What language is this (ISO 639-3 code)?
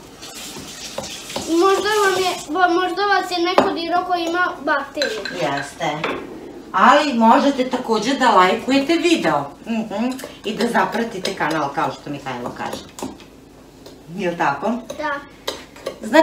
srp